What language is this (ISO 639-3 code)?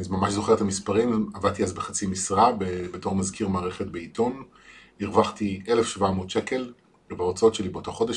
heb